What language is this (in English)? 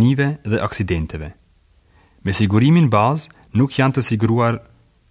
Albanian